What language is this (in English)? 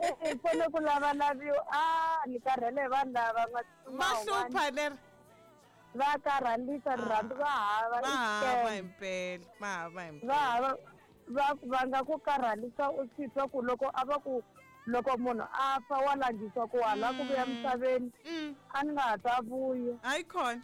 Tsonga